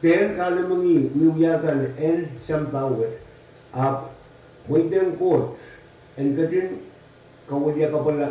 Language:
Pohnpeian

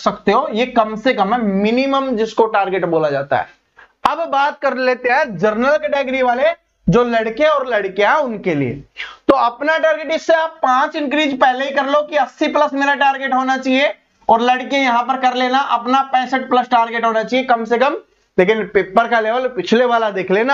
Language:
Hindi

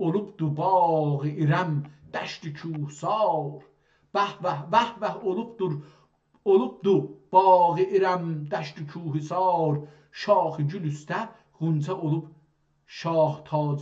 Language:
South Azerbaijani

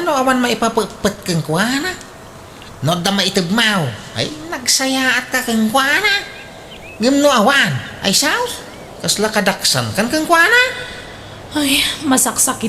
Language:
Iloko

